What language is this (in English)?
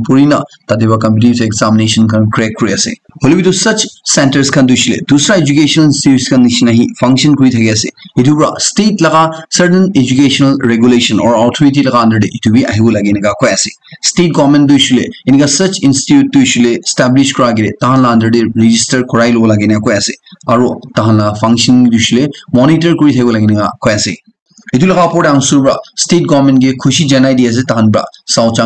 Naga Pidgin